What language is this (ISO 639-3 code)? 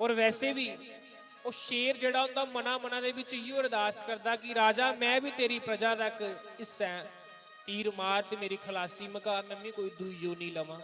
doi